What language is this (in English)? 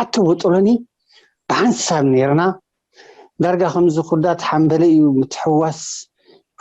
Tigrinya